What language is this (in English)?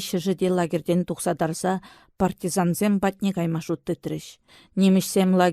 Chuvash